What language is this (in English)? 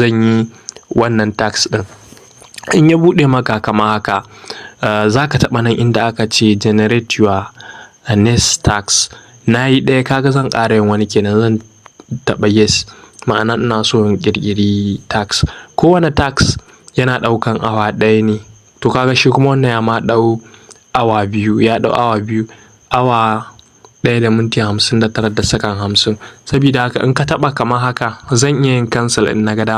Hausa